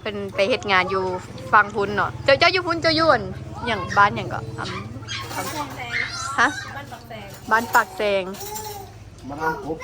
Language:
Lao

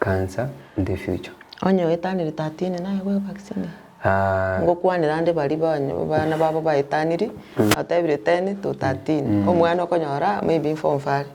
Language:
Gusii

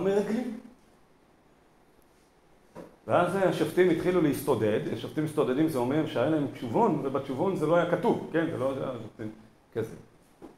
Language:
Hebrew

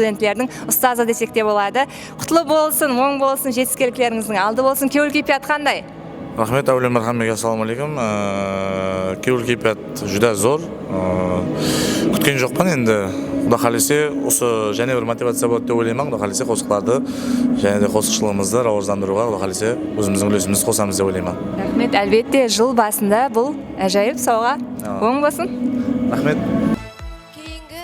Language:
Kara-Kalpak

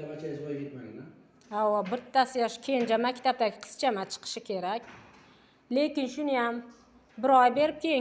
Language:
Uzbek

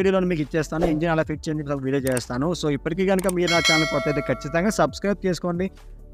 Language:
Telugu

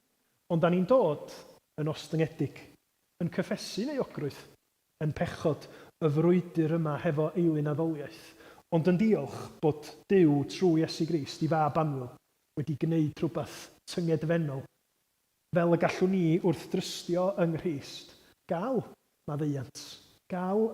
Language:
Welsh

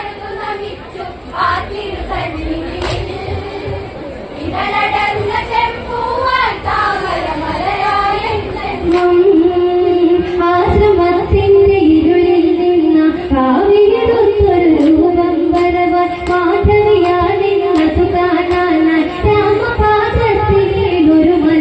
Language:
Malayalam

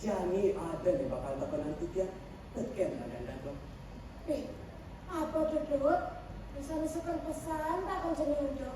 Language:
Balinese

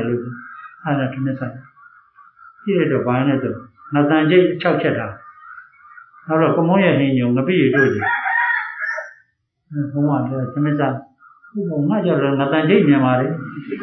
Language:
Burmese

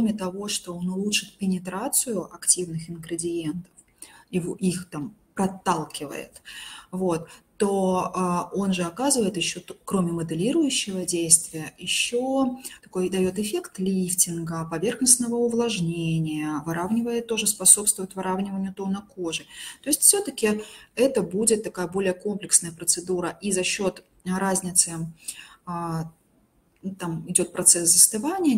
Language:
Russian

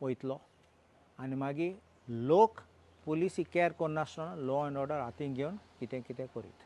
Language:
Konkani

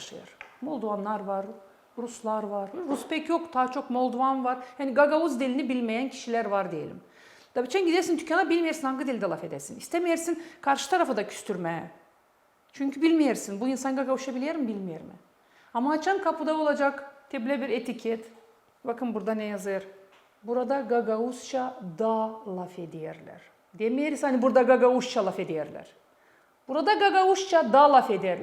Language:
Gagauz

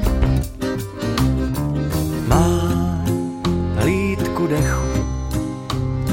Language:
Czech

